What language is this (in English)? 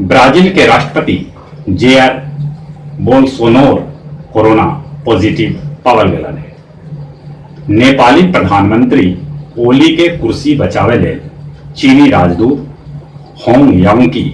Magahi